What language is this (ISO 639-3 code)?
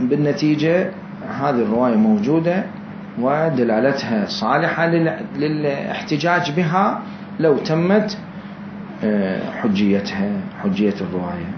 acm